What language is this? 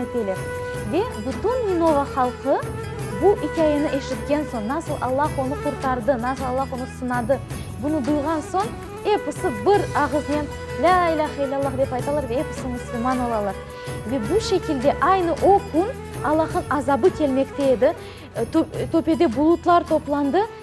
Crimean Tatar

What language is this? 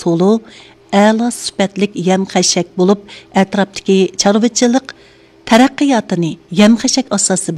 Uyghur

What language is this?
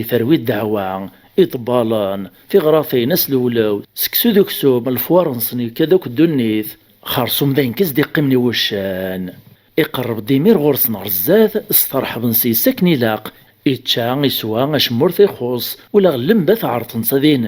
Kabyle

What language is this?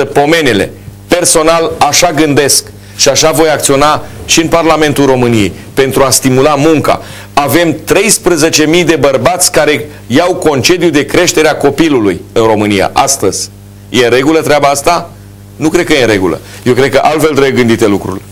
Romanian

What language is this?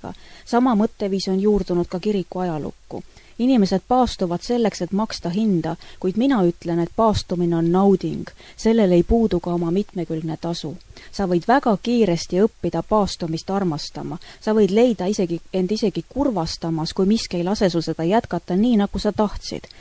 Estonian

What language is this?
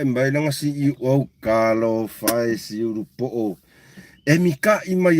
Samoan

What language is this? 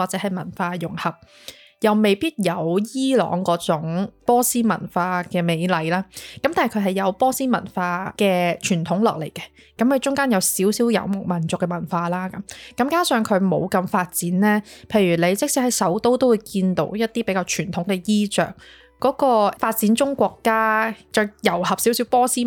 Cantonese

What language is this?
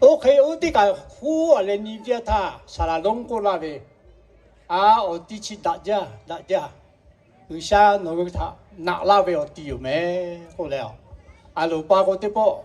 Lahu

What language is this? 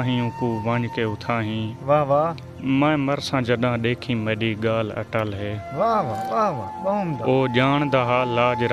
Saraiki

